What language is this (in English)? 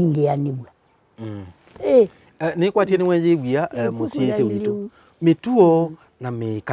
Kamba